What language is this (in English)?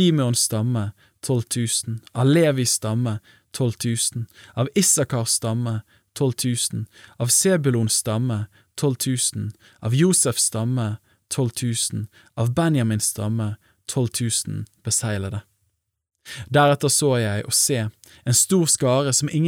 Norwegian